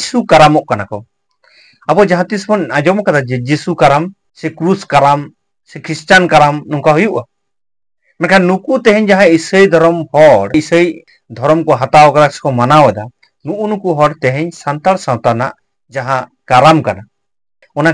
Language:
Santali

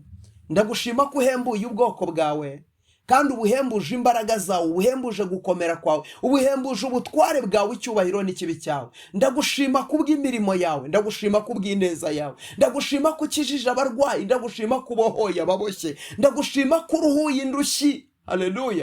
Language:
Kinyarwanda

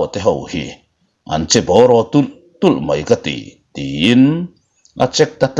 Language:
Mizo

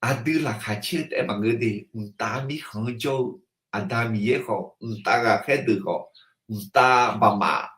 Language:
Akha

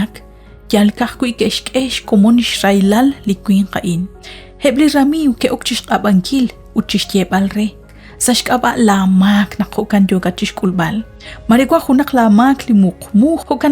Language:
Kekchí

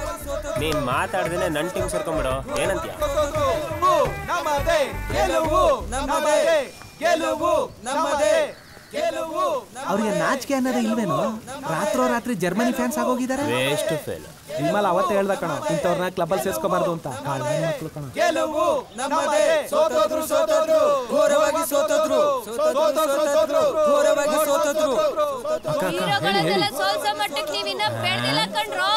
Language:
Kannada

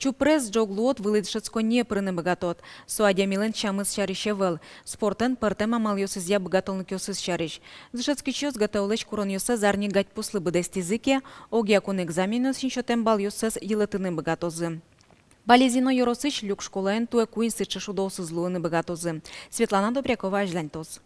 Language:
Udmurt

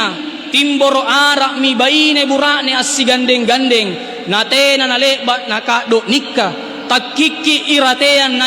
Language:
Makasar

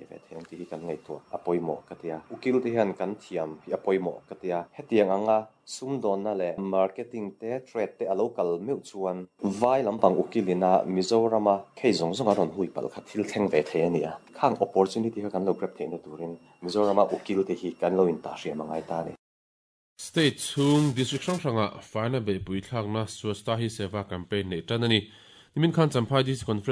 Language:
Mizo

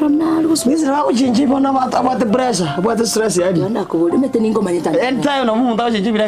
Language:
Gusii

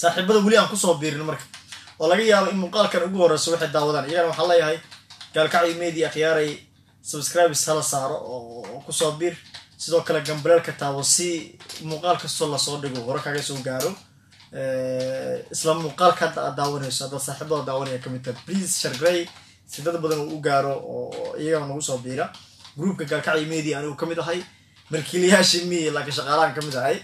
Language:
Somali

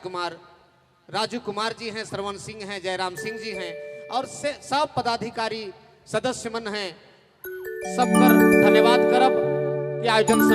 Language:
Sadri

